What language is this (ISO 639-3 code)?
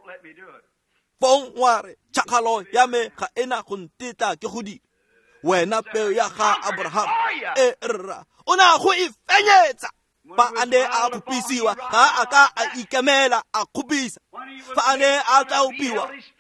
tsn